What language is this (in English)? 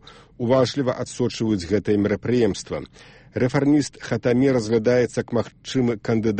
Belarusian